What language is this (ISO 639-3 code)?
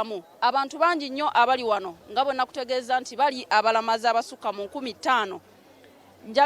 lug